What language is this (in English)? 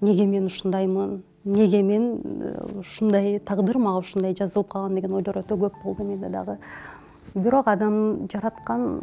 Kyrgyz